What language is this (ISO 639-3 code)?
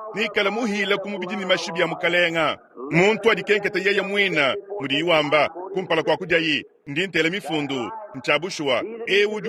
lua